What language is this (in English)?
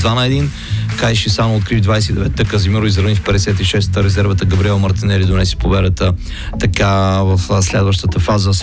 Bulgarian